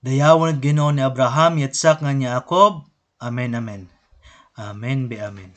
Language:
Waray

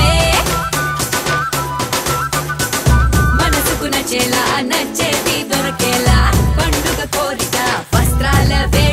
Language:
Telugu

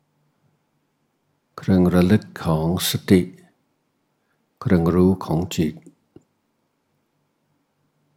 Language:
Thai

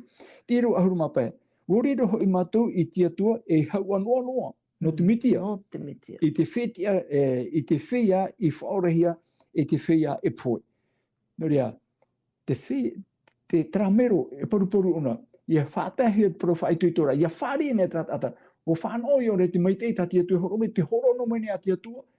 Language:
Tahitian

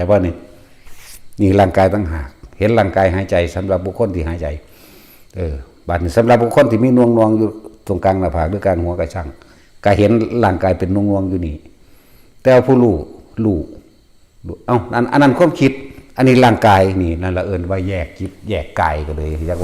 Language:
Northeastern Thai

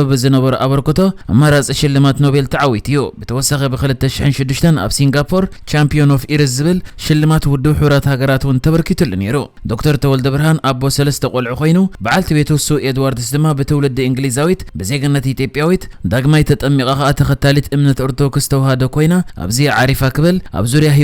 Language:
Tigrinya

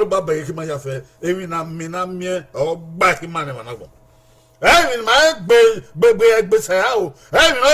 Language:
Bini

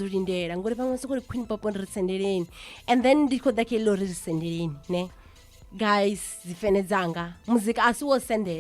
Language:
Venda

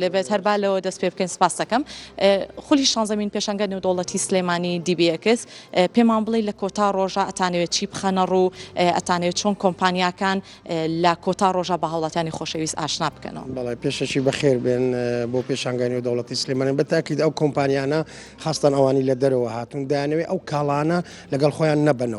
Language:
Central Kurdish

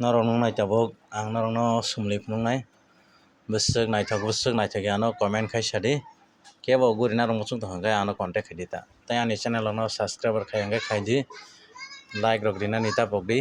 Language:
Kok Borok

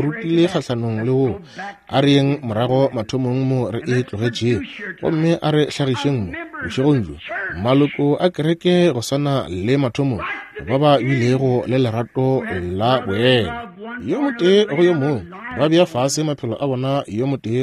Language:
Northern Sotho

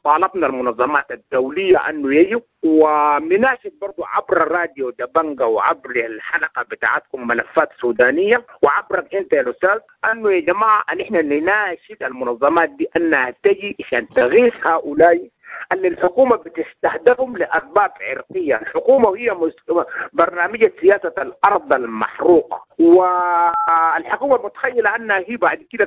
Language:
Sudanese Arabic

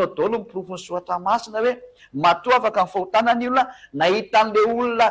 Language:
Malagasy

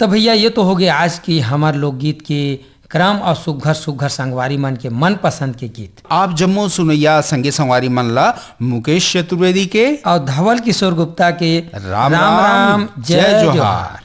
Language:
Chhattisgarhi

